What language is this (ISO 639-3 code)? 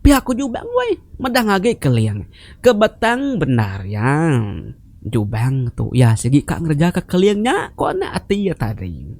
iba